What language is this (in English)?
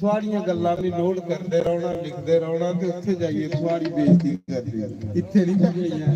Dogri